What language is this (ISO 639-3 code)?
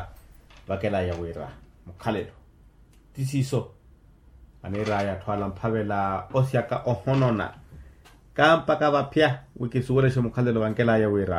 vmw